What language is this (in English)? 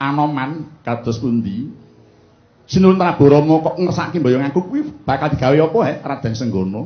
Javanese